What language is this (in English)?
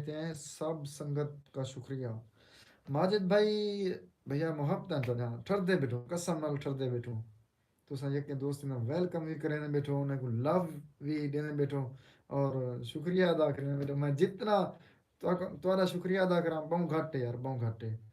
Saraiki